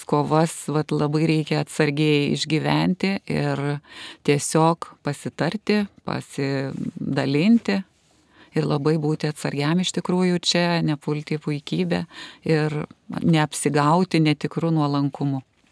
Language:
Lithuanian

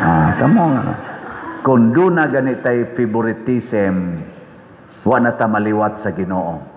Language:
Cebuano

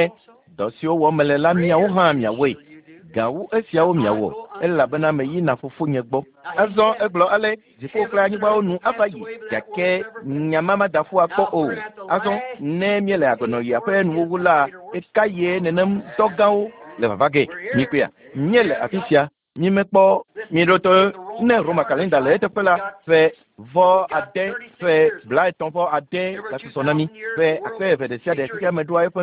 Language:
Ewe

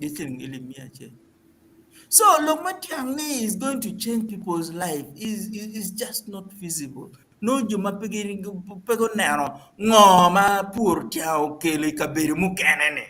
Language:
Acoli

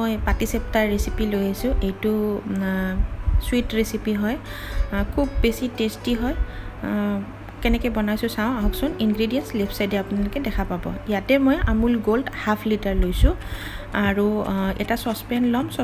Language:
Assamese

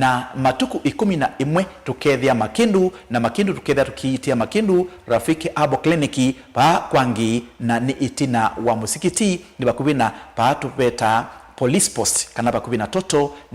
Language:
Kamba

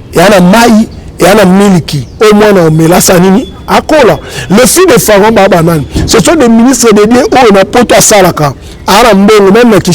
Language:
Lingala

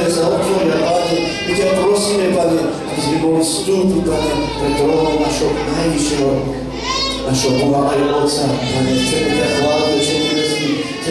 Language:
Slovak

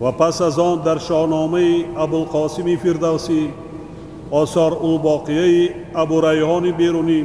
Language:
Tajik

